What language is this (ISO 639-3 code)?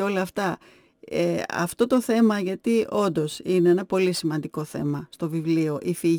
ell